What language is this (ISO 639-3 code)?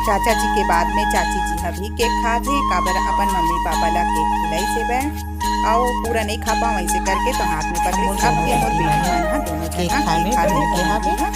hne